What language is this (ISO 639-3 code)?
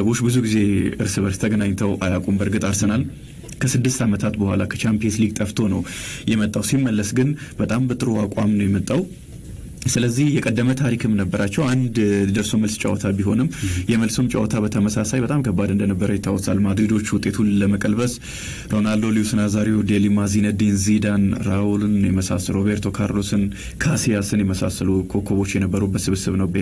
amh